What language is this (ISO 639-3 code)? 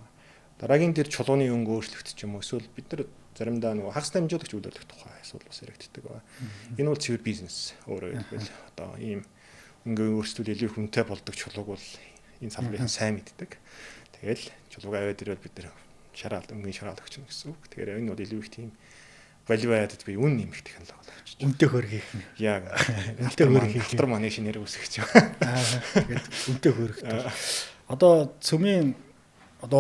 mon